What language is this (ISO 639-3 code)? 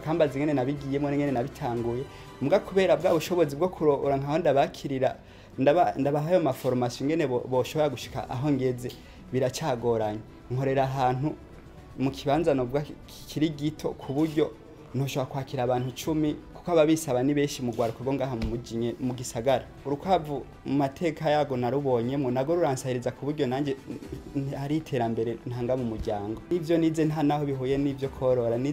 run